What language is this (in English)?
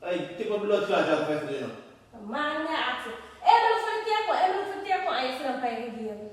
Jamaican Creole English